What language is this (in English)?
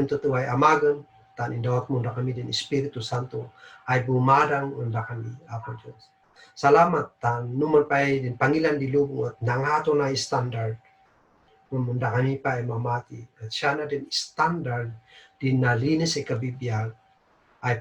Kankanaey